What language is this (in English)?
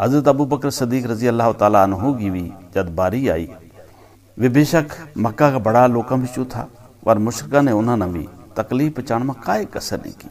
Gujari